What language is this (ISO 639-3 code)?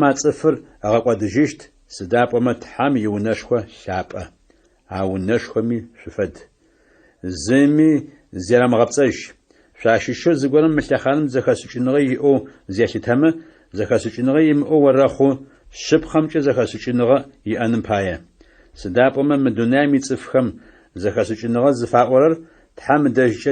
ady